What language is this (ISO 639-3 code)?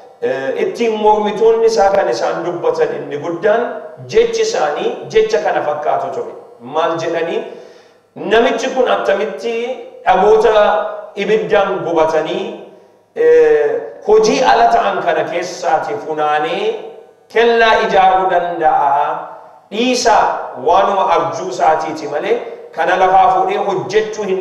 orm